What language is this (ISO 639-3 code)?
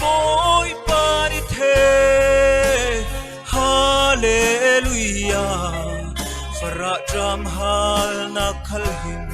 cfm